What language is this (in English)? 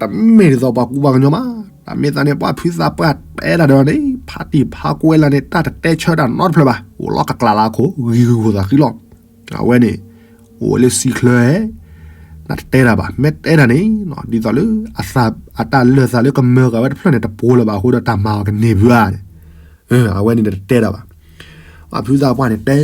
S'gaw Karen